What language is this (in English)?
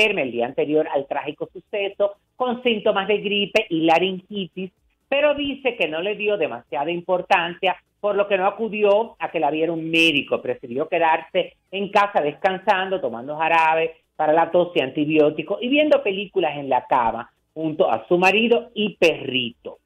Spanish